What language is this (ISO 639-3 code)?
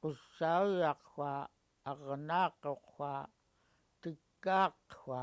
esu